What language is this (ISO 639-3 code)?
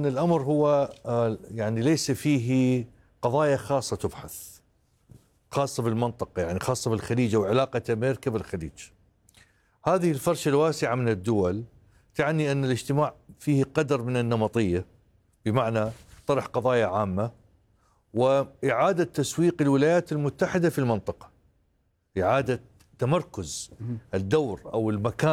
ara